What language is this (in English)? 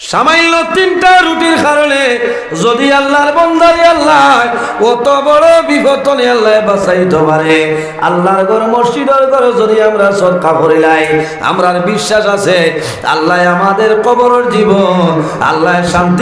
Sylheti